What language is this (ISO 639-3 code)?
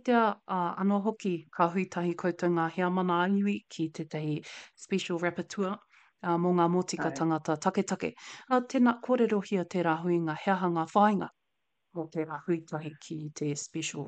mri